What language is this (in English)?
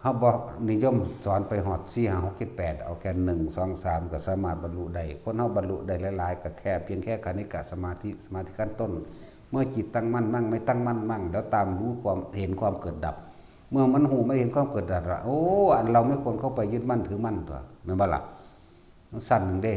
Northeastern Thai